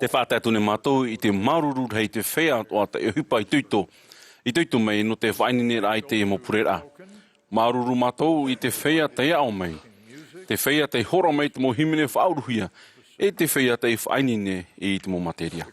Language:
Tahitian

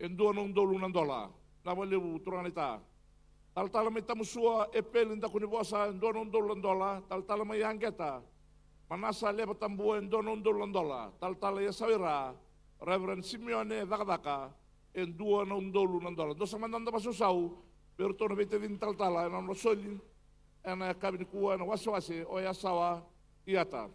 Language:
Fijian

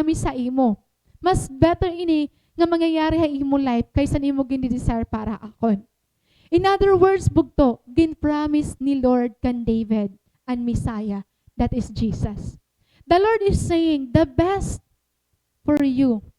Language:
Waray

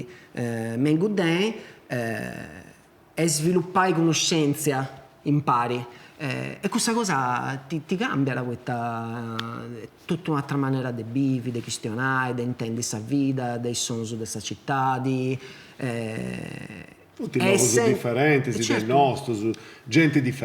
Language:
Sardinian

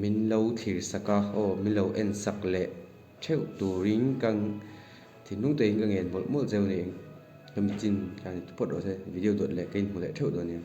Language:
Mizo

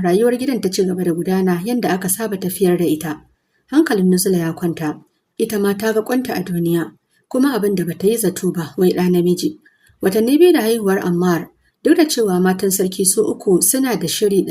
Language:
Hausa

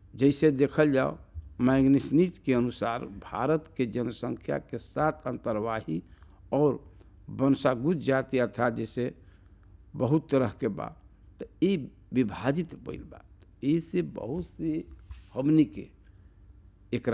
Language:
Bhojpuri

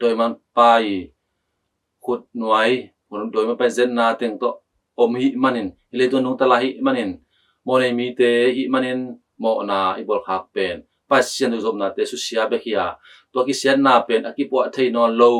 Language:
Tedim Chin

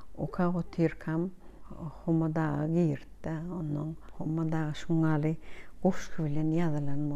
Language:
Turkmen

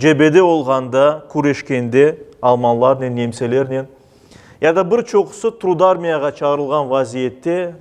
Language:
Crimean Tatar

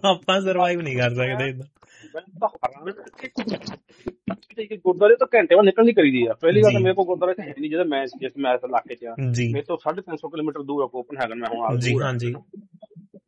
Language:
Punjabi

